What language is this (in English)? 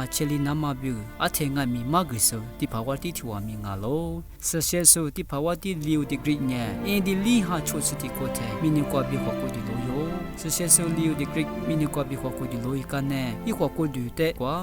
Lisu